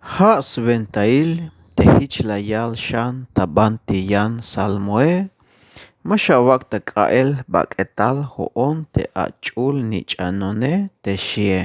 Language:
Tzeltal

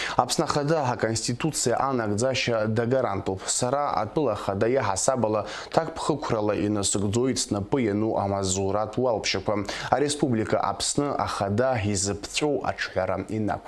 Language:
Abkhazian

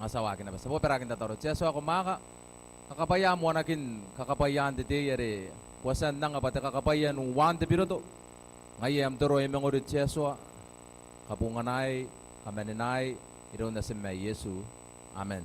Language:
Gilbertese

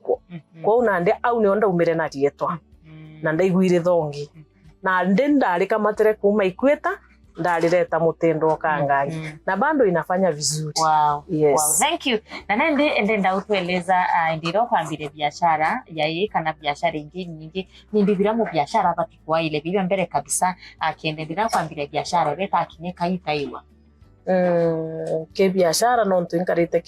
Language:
Meru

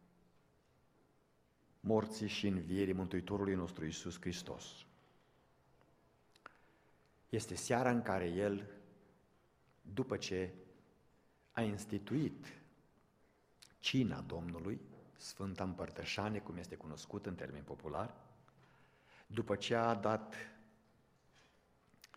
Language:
Romanian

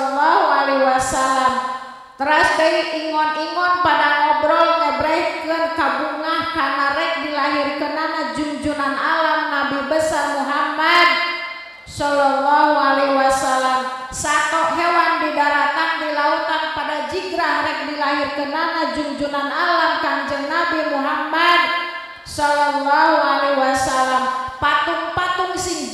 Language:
Sundanese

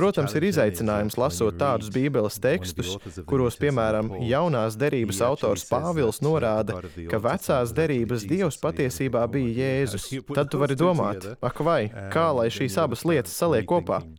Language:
Latvian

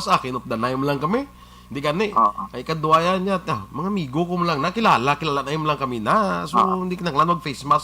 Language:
Hiligaynon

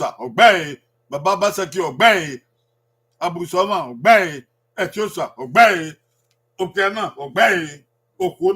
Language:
Bini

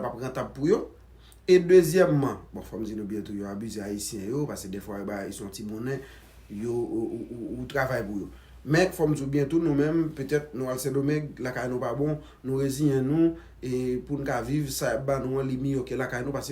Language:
Haitian Creole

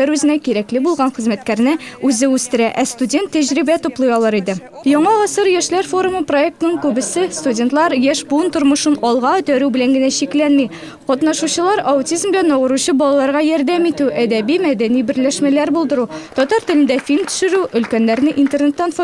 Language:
Tatar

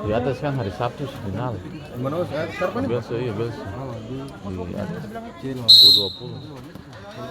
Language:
Ambonese Malay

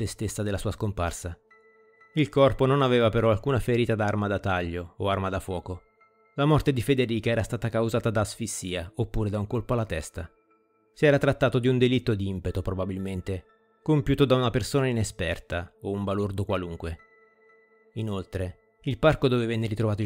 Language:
Italian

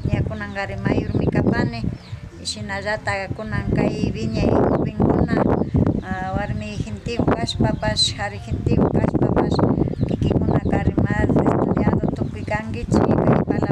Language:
Imbabura Highland Quichua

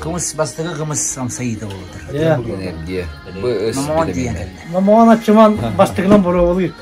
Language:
Yakut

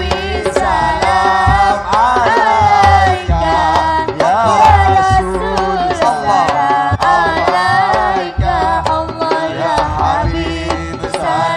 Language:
Madurese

